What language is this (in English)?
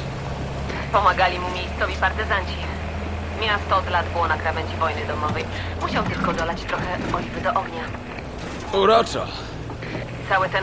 Polish